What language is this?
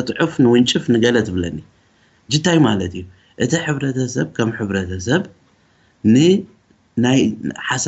Tigrinya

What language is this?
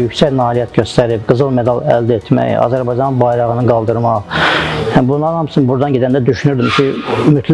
Azerbaijani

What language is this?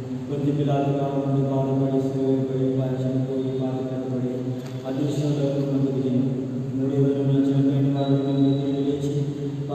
Telugu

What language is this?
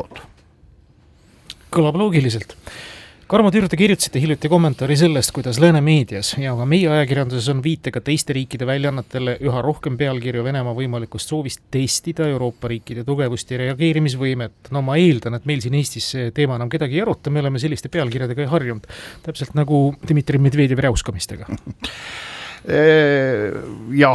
Estonian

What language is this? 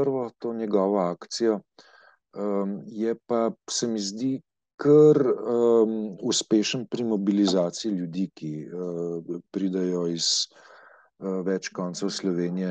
Slovenian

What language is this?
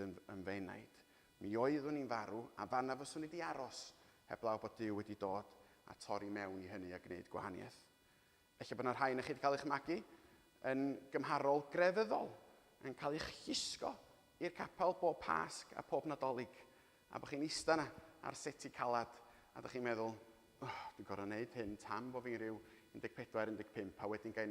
Welsh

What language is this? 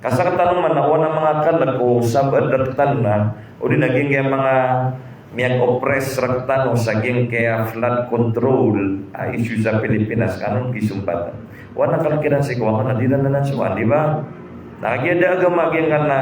Maranao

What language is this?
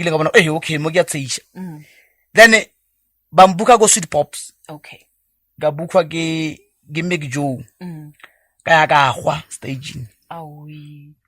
Northern Sotho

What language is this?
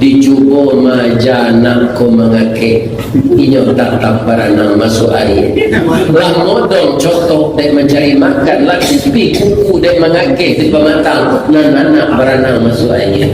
Minangkabau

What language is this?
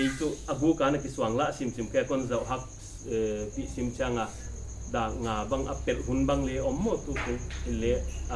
Paite Chin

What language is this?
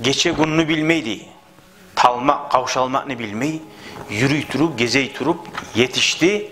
Kumyk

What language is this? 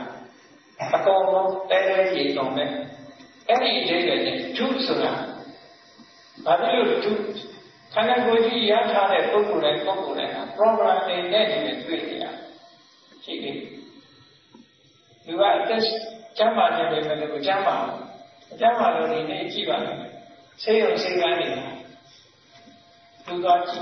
Burmese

